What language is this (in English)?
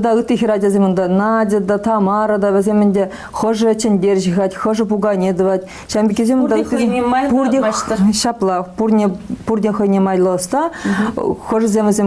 Chuvash